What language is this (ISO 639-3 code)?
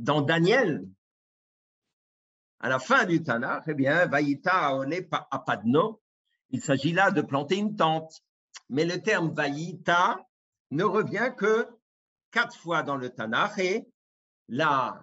fra